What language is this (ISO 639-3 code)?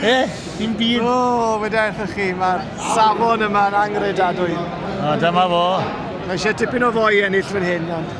cym